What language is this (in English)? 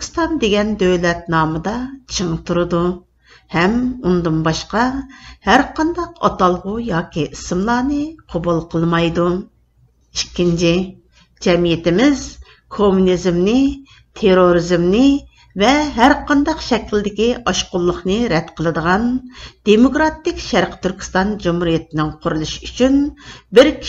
Uyghur